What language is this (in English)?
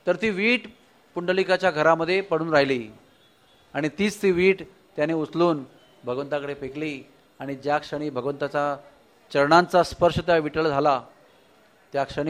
Marathi